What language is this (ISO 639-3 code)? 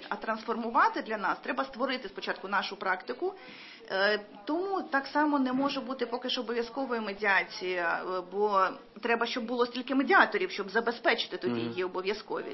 ukr